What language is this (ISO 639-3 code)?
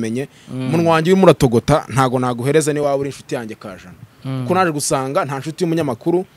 kin